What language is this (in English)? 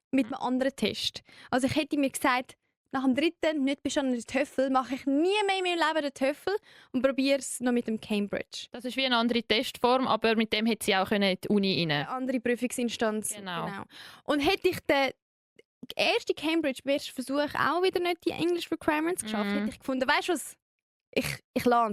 Swiss German